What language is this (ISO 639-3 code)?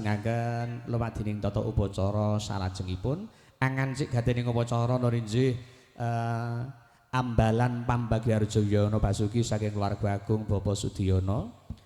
jav